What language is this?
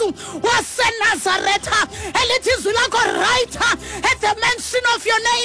Xhosa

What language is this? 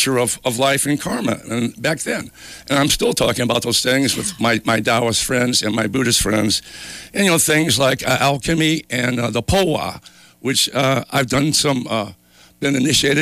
English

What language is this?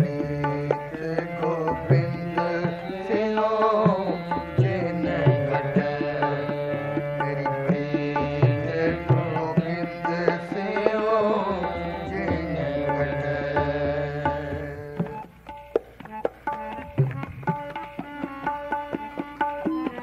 Punjabi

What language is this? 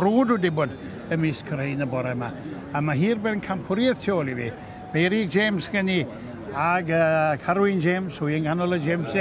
Welsh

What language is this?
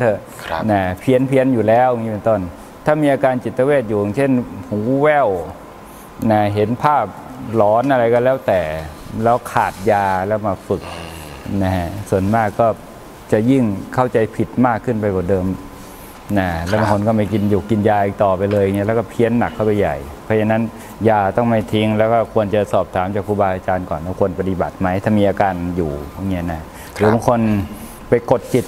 Thai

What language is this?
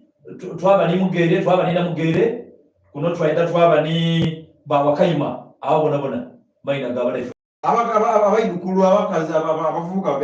Soga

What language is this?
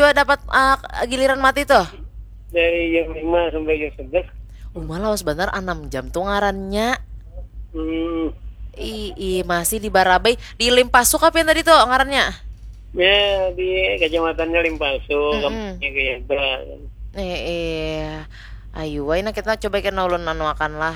Banjar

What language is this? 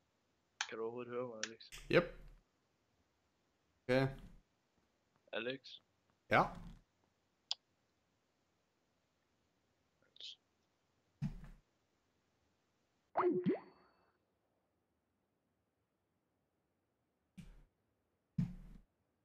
Danish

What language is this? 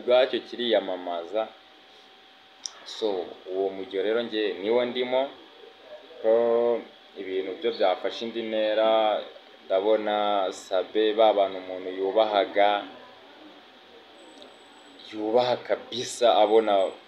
Kinyarwanda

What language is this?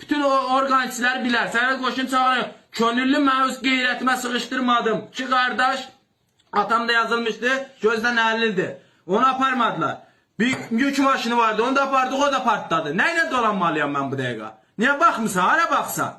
Azerbaijani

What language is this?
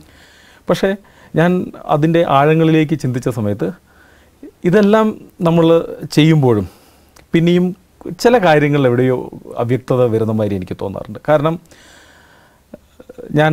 Malayalam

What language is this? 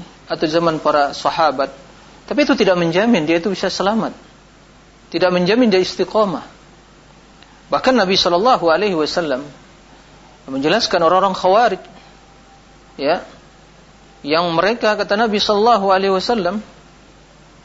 Indonesian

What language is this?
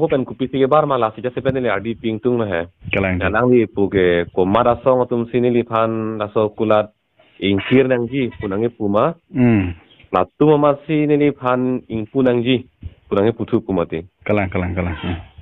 Karbi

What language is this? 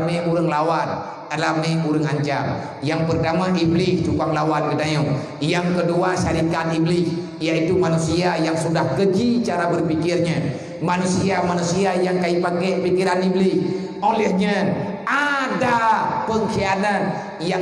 Achinese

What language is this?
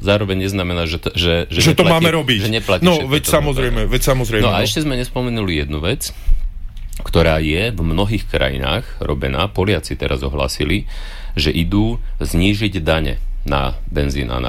Slovak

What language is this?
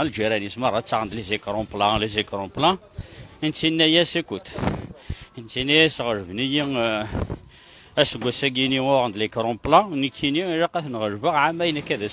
Kabyle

